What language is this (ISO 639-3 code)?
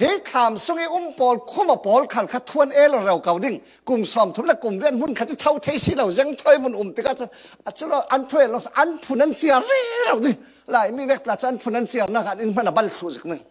cfm